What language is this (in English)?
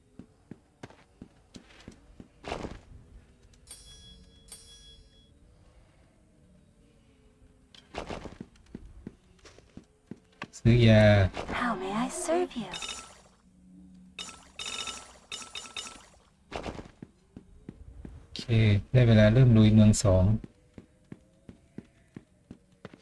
Thai